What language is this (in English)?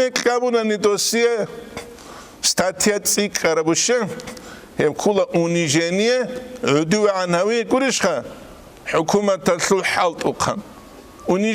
Avaric